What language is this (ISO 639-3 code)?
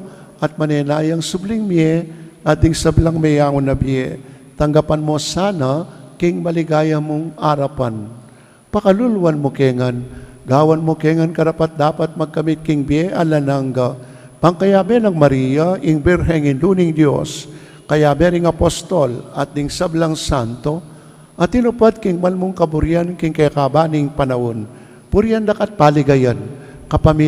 pam